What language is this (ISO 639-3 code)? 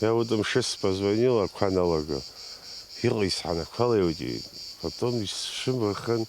abk